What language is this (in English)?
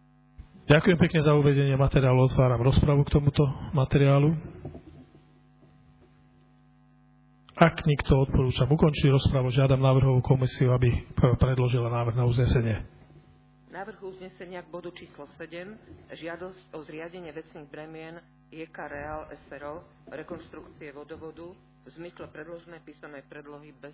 Slovak